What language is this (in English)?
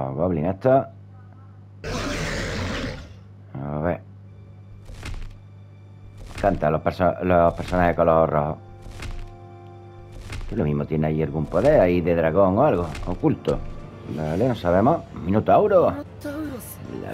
Spanish